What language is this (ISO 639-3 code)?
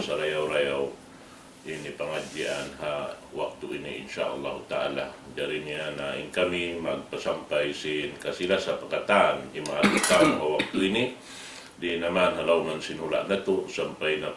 tsg